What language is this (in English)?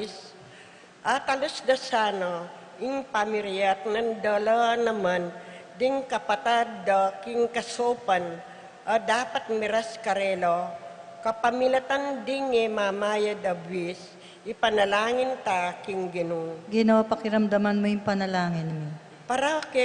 Pampanga